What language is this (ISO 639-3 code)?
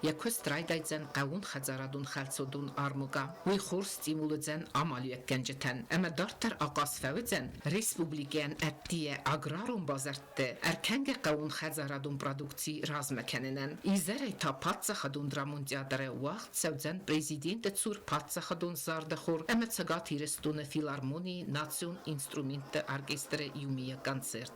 oss